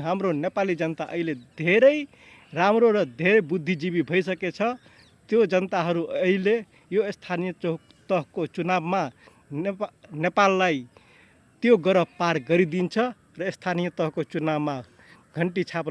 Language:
Nepali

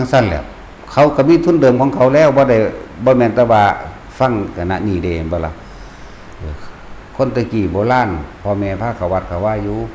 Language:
Northeastern Thai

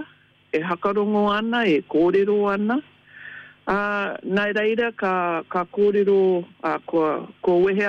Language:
Māori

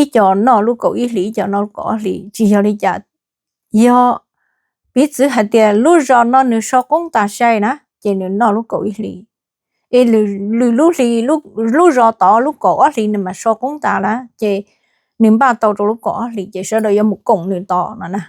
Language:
Hmong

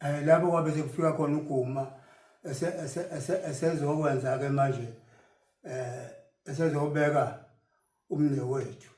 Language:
Zulu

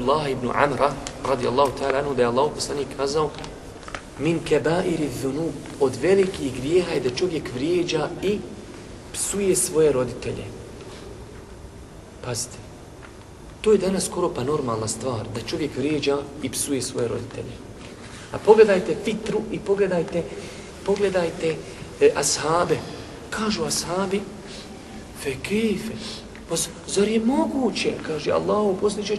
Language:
Bosnian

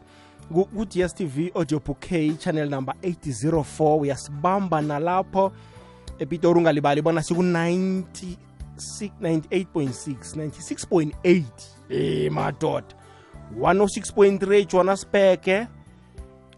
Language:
South Ndebele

